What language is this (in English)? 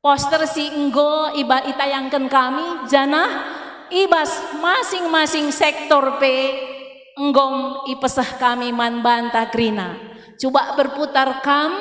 Batak Karo